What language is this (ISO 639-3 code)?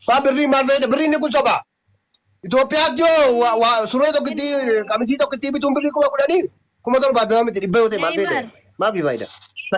orm